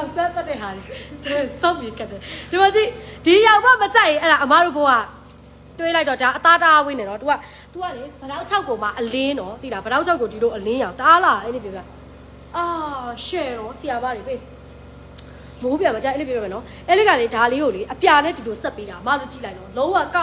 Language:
Burmese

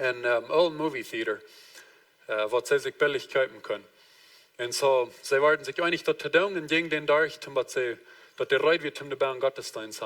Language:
Plautdietsch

